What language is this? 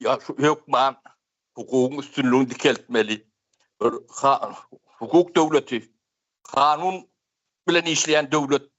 Turkmen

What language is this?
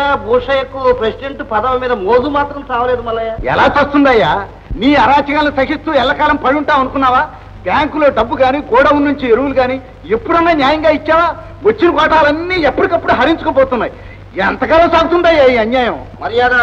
Telugu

